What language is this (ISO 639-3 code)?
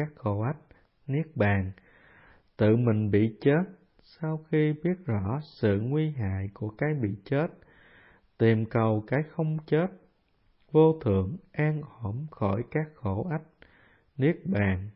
vie